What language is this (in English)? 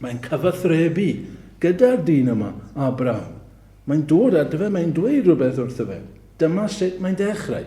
Welsh